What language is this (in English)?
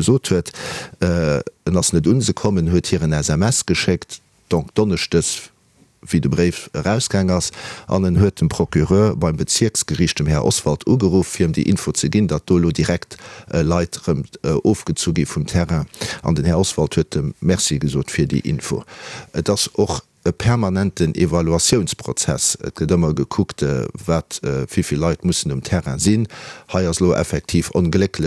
Luxembourgish